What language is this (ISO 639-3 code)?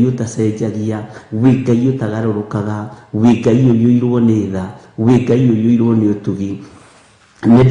kik